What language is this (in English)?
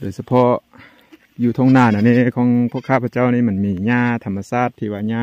Lao